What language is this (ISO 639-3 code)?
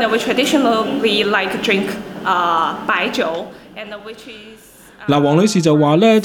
yue